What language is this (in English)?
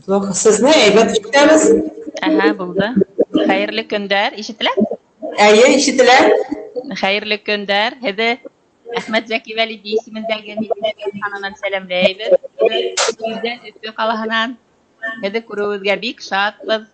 Bashkir